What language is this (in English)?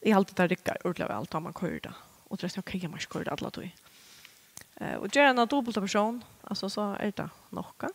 Faroese